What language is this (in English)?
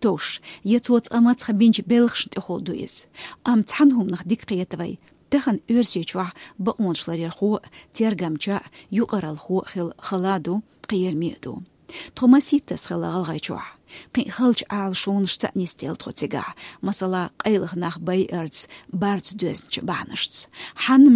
Chechen